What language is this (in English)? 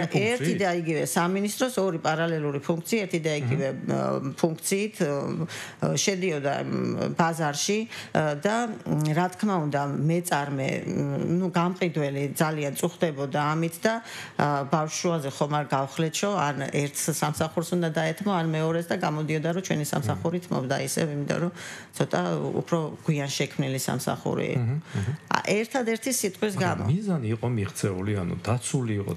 Georgian